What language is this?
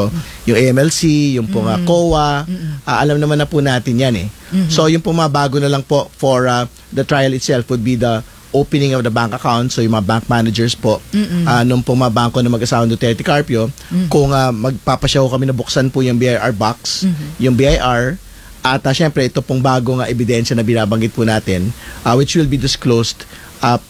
Filipino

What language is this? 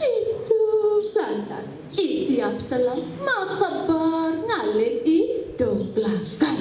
Balinese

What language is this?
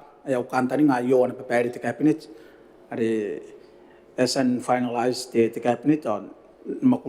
Gilbertese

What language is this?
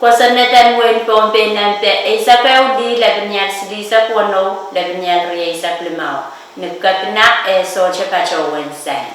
Pohnpeian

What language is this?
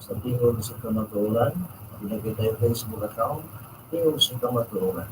Cebuano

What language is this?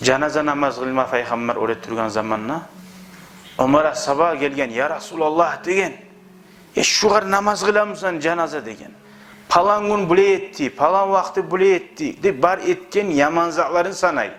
Kumyk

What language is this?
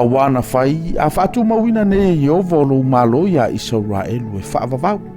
Samoan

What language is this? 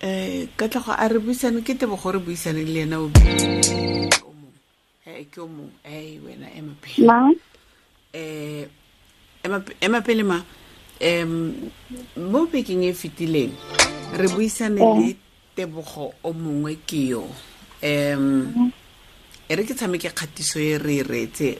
Tswana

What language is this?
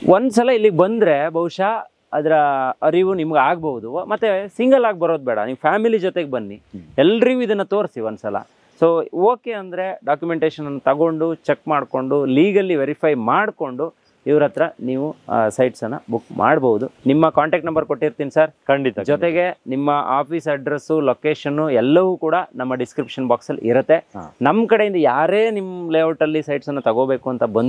Kannada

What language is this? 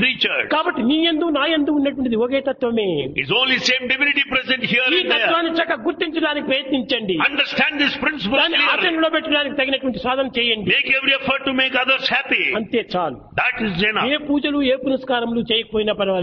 Telugu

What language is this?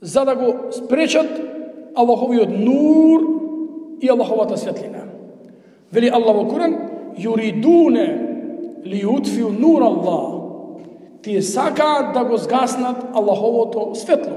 Macedonian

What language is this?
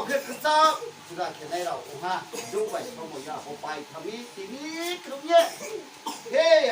Riang (India)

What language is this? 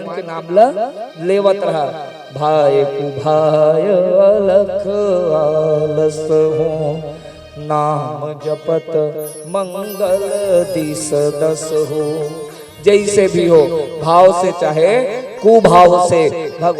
Chhattisgarhi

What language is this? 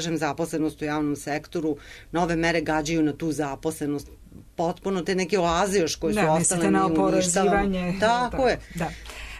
Serbian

